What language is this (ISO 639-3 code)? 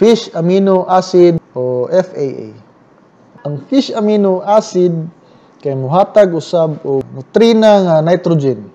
ceb